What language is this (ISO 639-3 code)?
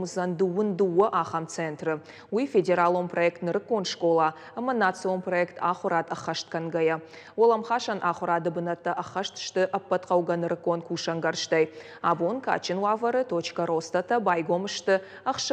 oss